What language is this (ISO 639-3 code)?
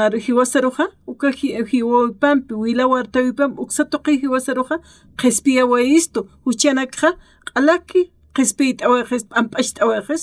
aym